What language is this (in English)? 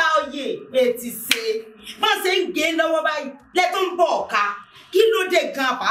Yoruba